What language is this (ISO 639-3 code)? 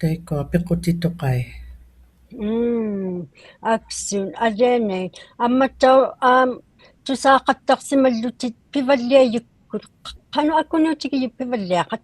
iku